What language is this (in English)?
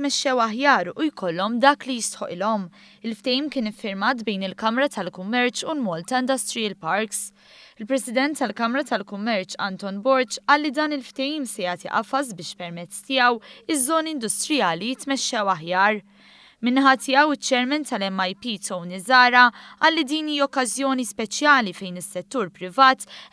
Maltese